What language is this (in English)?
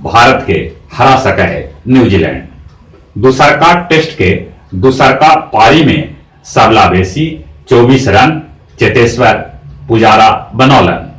Magahi